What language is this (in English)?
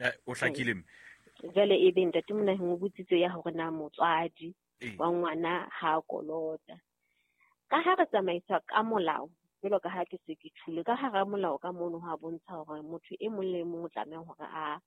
Southern Sotho